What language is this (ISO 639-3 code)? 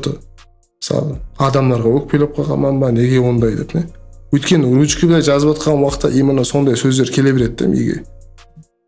kaa